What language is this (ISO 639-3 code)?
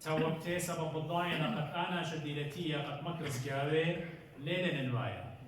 aii